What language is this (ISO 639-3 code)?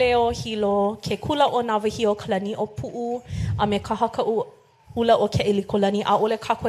haw